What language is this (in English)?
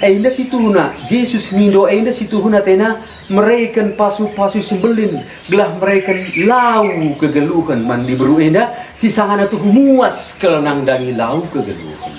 Batak Karo